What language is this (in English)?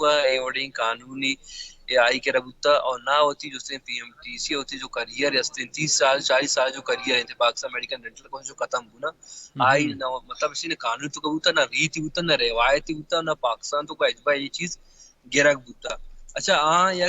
Baluchi